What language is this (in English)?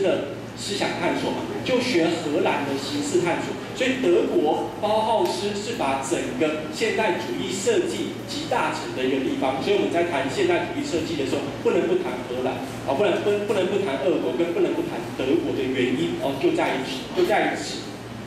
Chinese